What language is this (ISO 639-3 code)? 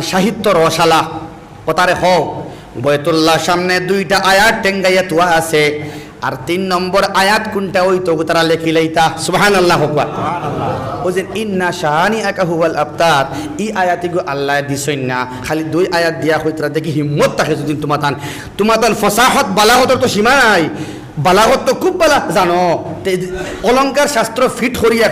syl